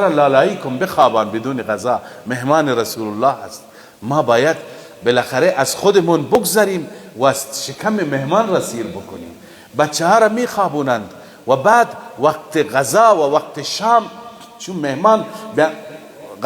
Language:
Persian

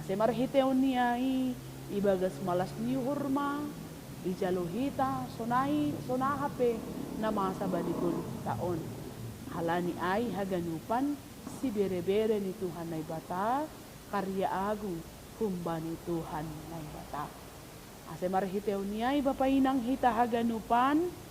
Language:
Batak Simalungun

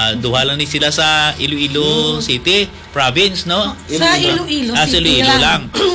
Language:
Hiligaynon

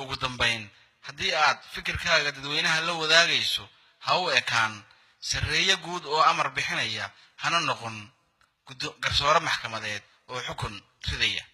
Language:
Somali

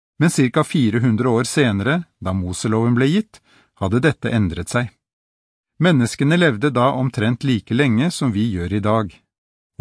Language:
Norwegian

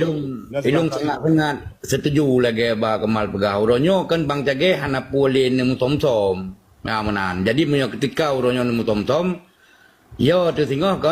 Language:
Achinese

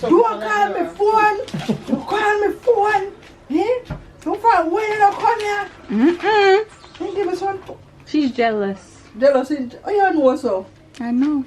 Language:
Jamaican Creole English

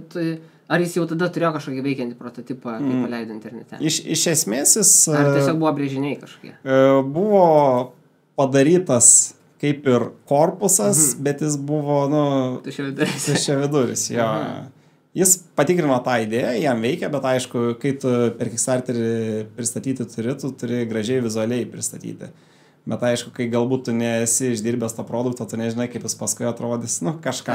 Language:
Lithuanian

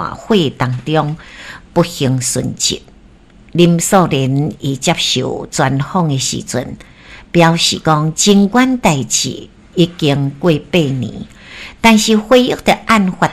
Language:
Min Nan Chinese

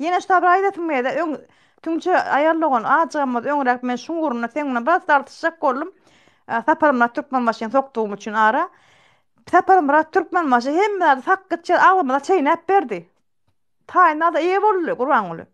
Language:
Turkmen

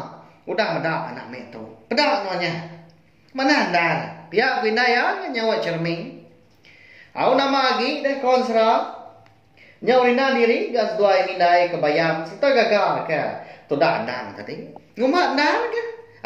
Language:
Iban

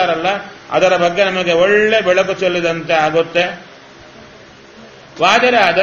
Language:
Kannada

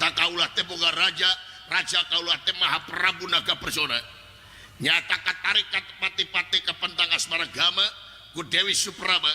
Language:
Sundanese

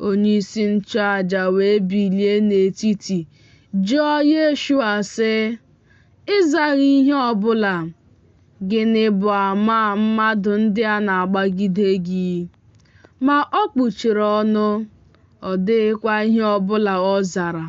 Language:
Igbo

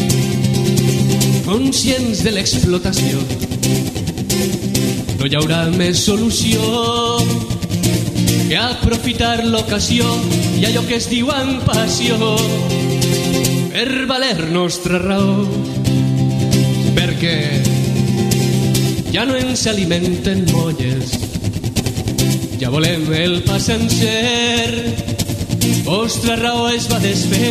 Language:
Catalan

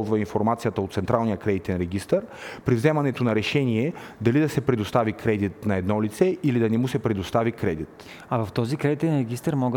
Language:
Bulgarian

